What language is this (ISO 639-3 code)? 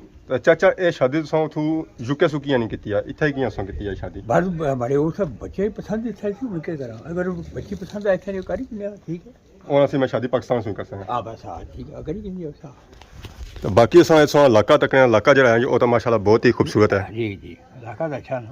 phr